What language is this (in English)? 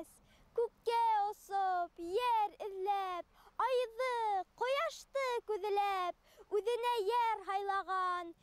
Bashkir